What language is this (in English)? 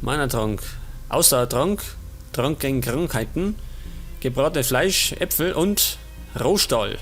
Bavarian